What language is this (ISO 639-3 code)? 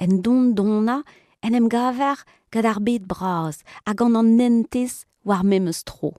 bre